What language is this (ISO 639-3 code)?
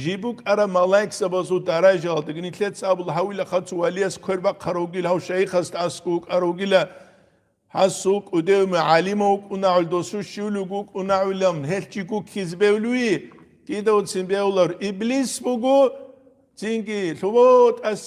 ava